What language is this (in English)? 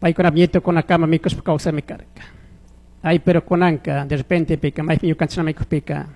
Chimborazo Highland Quichua